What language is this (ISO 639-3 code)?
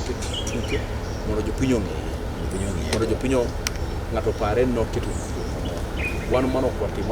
luo